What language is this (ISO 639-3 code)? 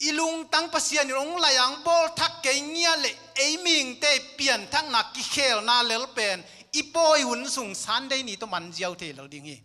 ctd